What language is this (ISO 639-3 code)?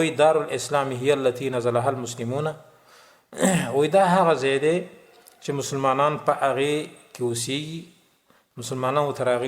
pus